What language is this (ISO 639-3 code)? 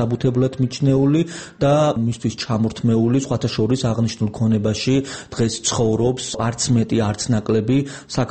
kat